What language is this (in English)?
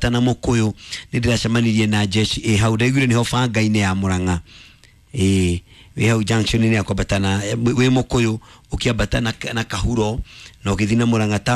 Kikuyu